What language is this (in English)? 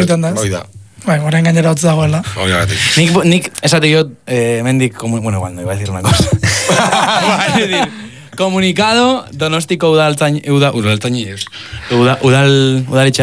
Basque